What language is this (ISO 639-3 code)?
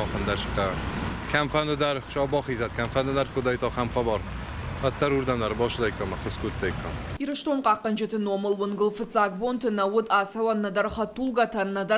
oss